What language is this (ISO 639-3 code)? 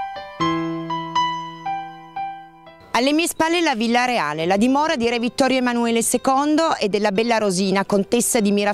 ita